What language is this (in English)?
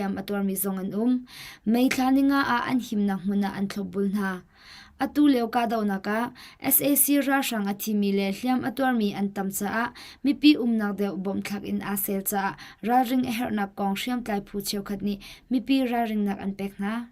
Hakha Chin